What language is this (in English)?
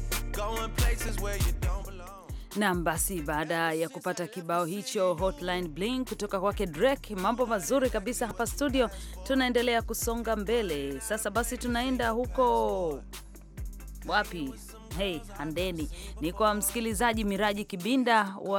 Swahili